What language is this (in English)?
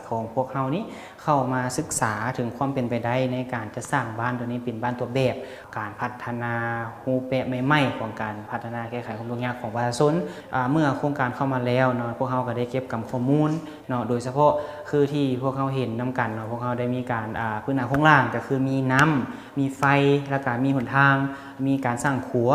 Lao